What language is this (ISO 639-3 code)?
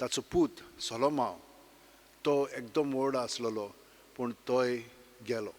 kok